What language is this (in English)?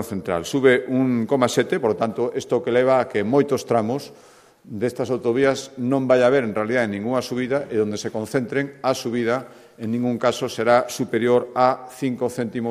Galician